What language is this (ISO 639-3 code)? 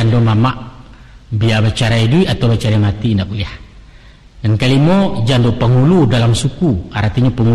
min